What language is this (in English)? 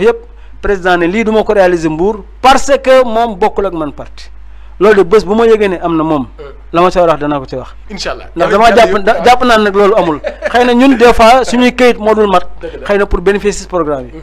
Wolof